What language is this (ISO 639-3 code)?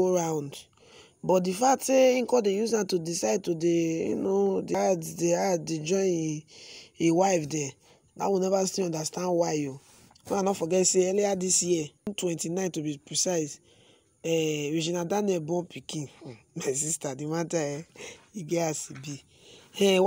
pcm